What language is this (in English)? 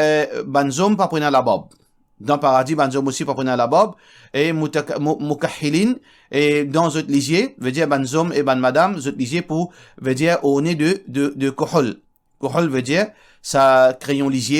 Morisyen